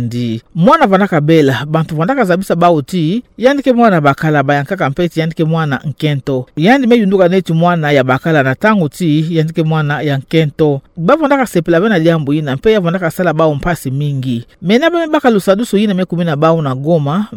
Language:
Kituba (Democratic Republic of Congo)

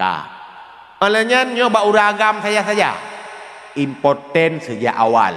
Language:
Achinese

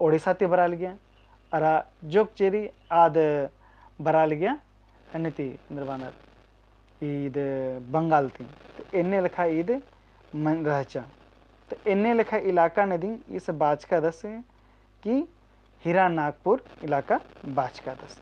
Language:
Kurukh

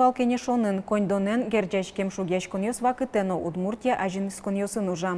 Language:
Udmurt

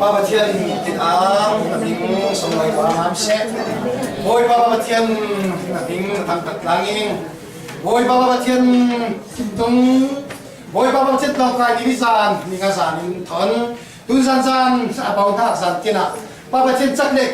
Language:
Falam Chin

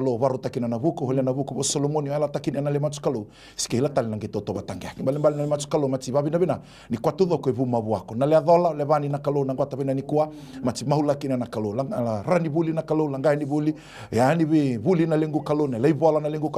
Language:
Fijian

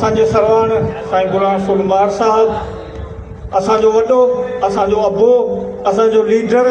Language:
Sindhi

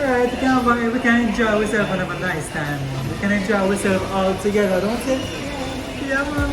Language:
Jamaican Creole English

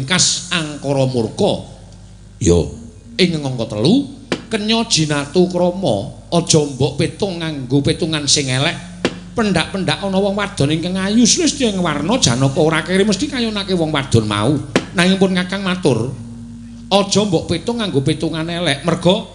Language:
Javanese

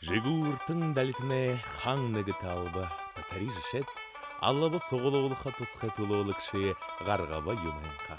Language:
Buriat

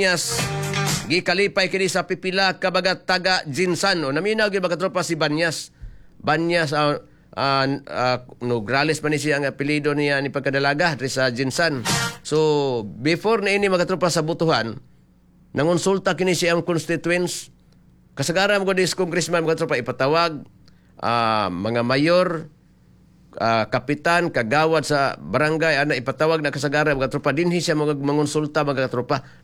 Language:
Cebuano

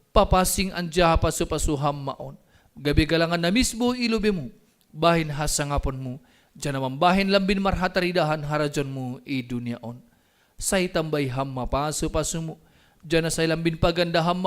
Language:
Batak Simalungun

